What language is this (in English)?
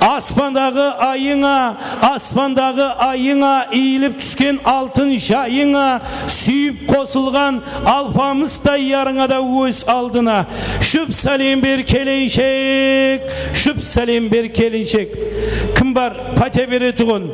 Kara-Kalpak